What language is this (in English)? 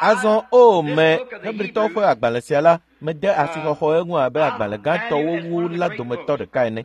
Ewe